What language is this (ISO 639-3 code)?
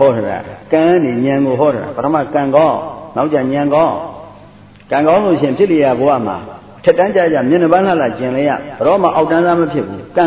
mya